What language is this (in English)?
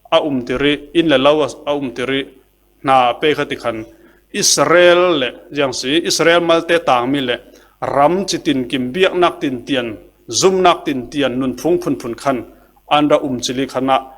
Falam Chin